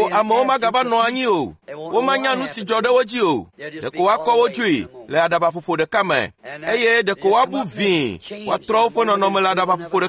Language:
Ewe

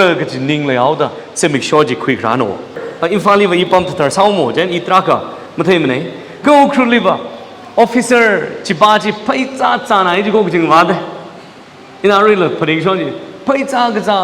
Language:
Tangkhul Naga (India)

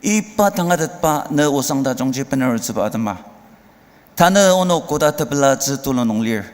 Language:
Ao Naga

